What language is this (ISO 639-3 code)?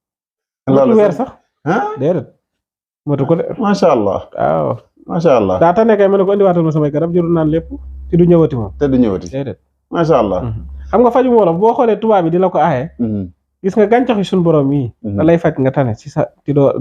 wol